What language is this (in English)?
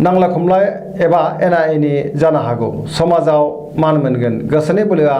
Bodo